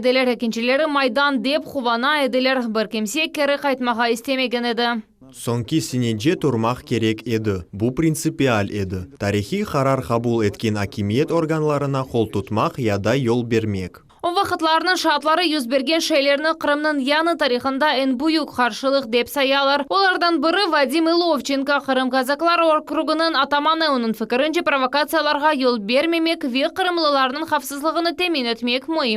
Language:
Crimean Tatar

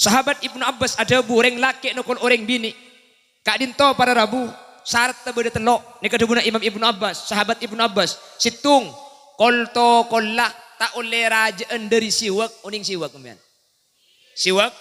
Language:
Madurese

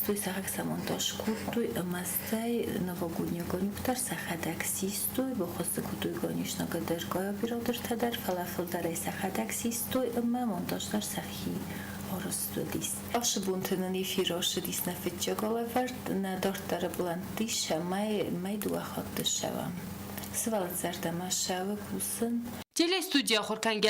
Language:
Ossetic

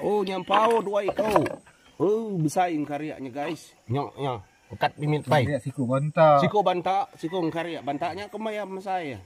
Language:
Iban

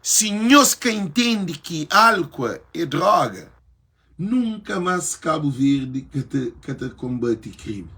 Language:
Kabuverdianu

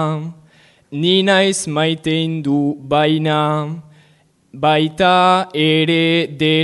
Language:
Basque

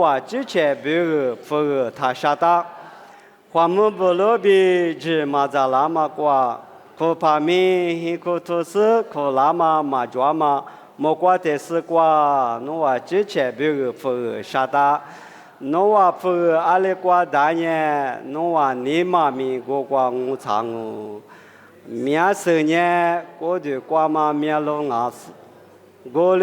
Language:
Lisu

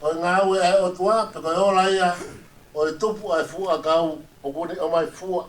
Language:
Tongan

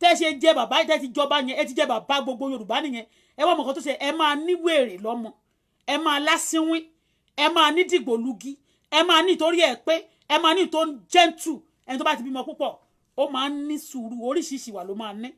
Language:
Yoruba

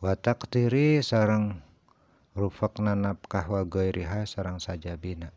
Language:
Sundanese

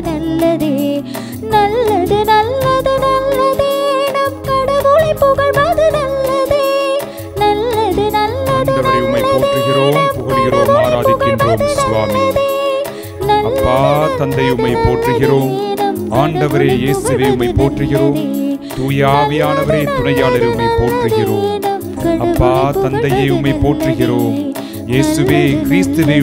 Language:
Tamil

